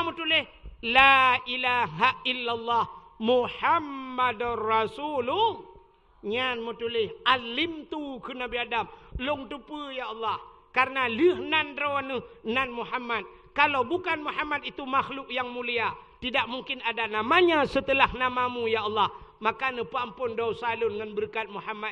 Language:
Achinese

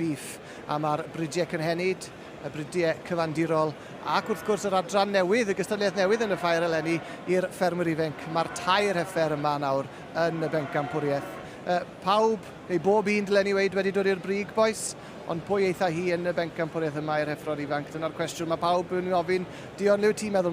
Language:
Welsh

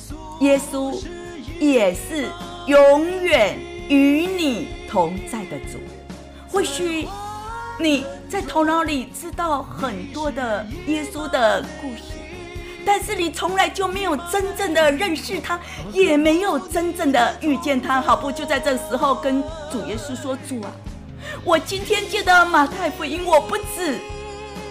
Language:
Chinese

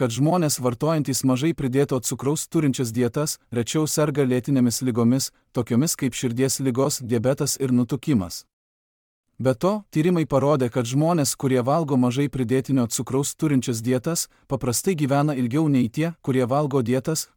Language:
Lithuanian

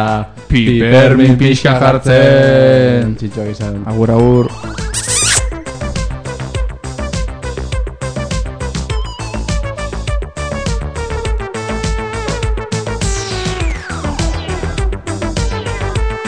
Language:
Basque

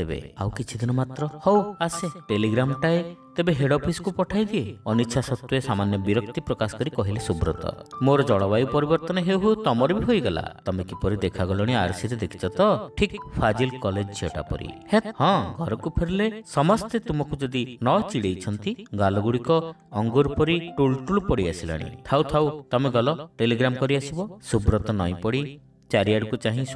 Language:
Odia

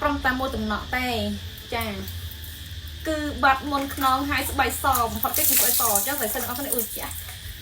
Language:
Khmer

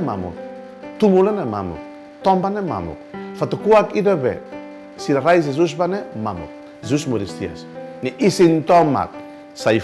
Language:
Tetum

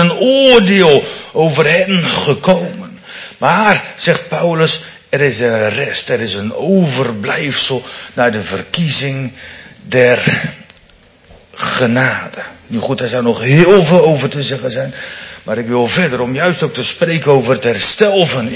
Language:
Dutch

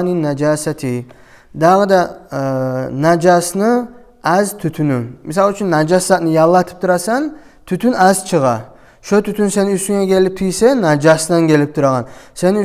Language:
Kumyk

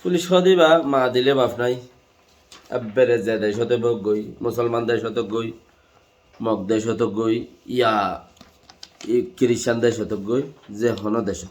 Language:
Rohingya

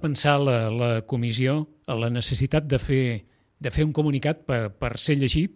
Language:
Catalan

